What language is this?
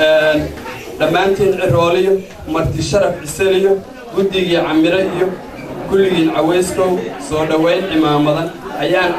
Somali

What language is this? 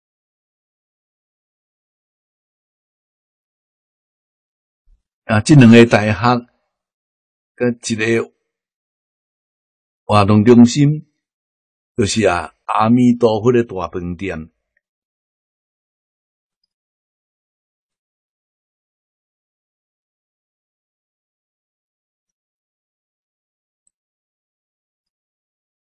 Min Nan Chinese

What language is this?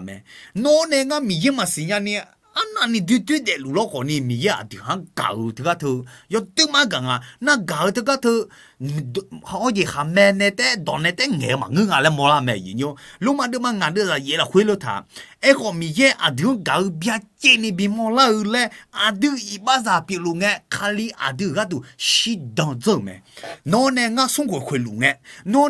Akha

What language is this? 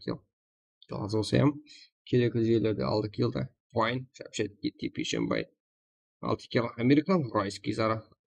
Kara-Kalpak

